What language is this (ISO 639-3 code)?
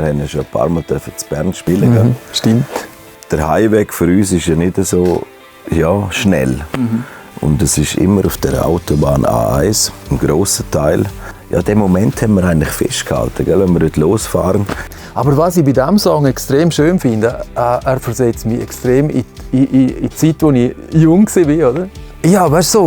gsw